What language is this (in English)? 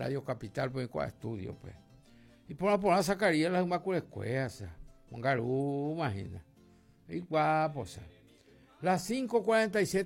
Guarani